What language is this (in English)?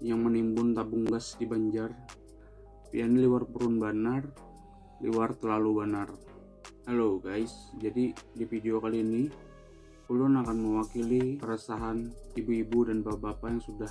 Banjar